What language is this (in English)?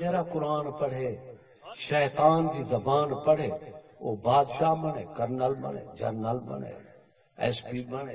Saraiki